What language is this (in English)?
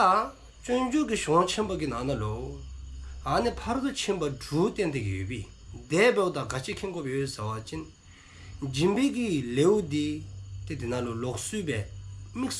Dzongkha